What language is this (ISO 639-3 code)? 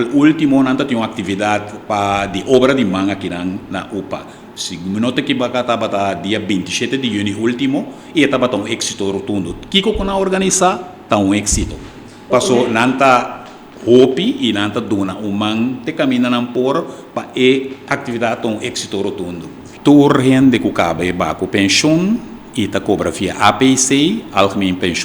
pap